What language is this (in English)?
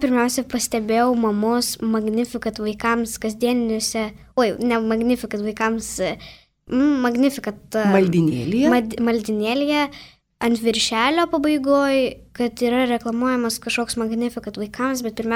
Lithuanian